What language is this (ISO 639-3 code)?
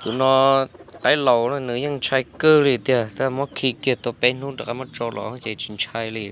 hmn